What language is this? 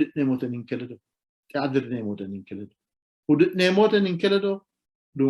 Sidamo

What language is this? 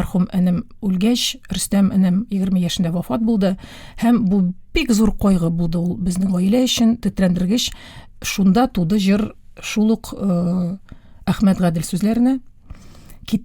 Tatar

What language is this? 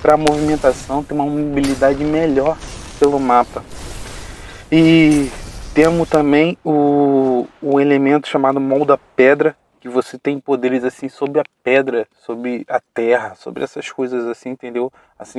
Portuguese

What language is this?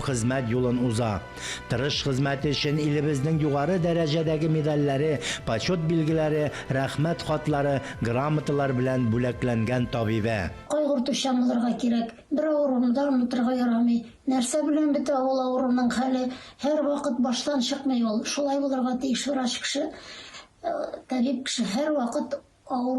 Tatar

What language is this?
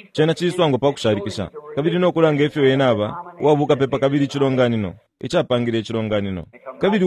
Bemba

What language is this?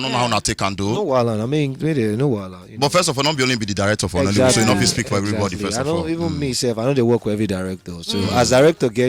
Nigerian Pidgin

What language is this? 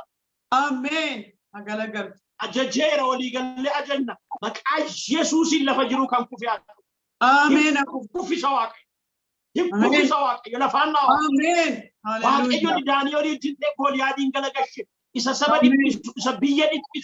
Oromo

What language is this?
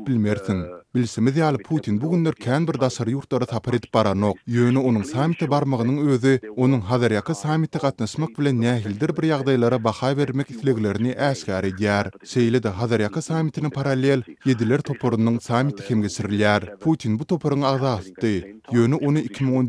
Turkmen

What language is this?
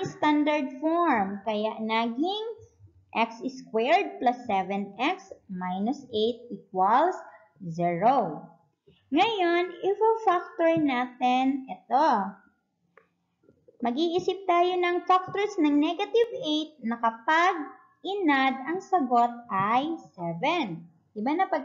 Filipino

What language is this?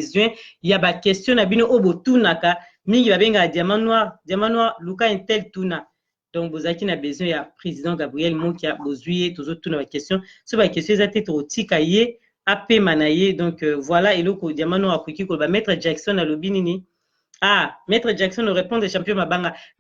Lingala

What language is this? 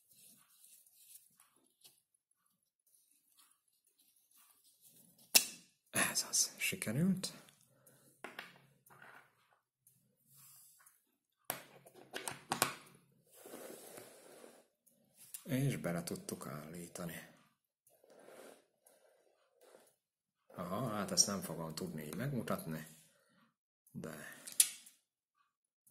Hungarian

